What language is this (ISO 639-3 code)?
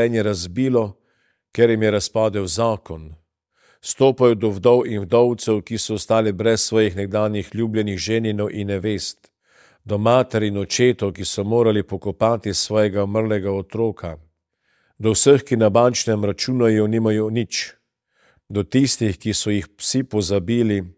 slv